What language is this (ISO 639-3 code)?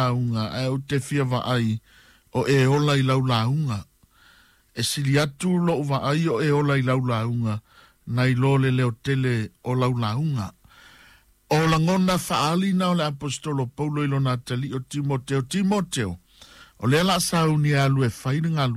smo